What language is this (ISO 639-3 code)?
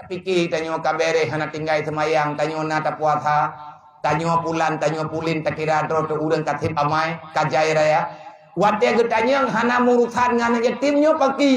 ace